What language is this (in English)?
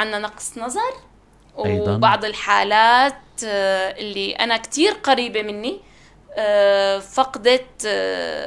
North Levantine Arabic